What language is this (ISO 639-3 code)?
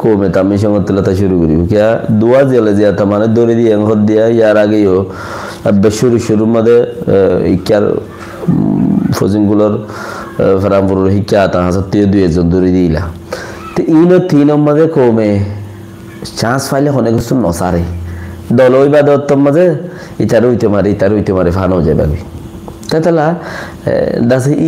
rhg